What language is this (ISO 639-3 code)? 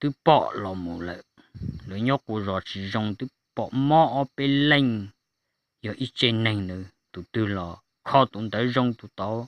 hmn